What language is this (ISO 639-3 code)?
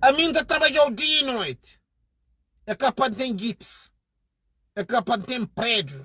kea